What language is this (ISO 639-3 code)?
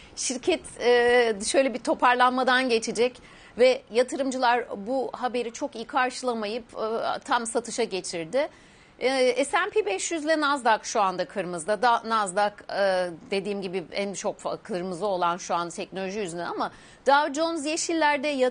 tur